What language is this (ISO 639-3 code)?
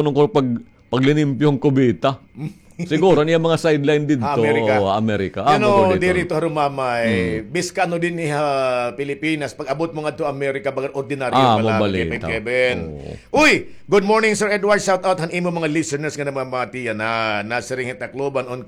war